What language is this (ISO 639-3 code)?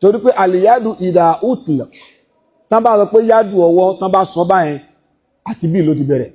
yor